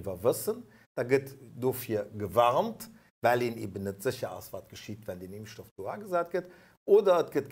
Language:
Luxembourgish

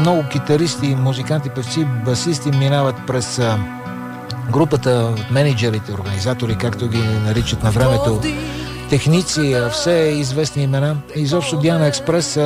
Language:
Bulgarian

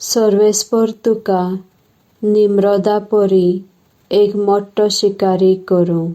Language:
Konkani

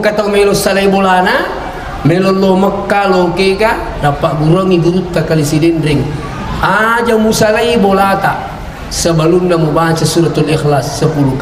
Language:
Buginese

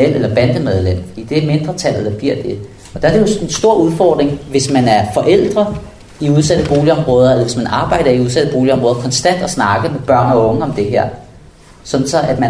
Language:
Danish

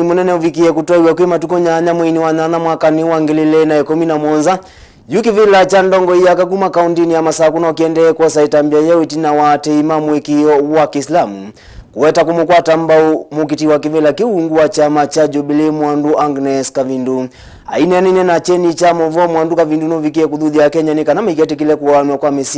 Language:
Kamba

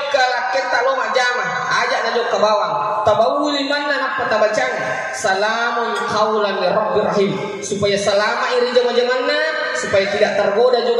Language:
Buginese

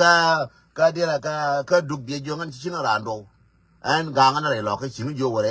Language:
Nuer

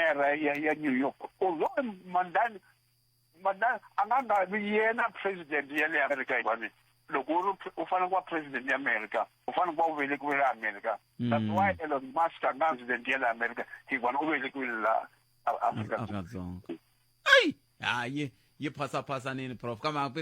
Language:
Tsonga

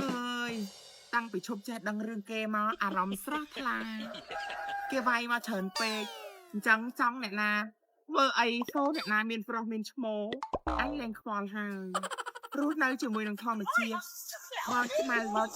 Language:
Khmer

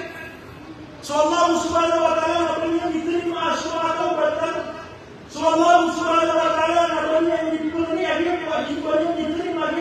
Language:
Maranao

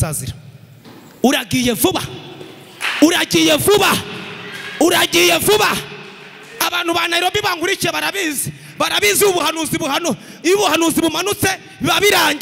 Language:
Kinyarwanda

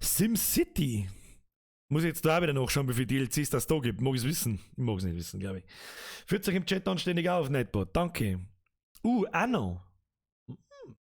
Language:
Bavarian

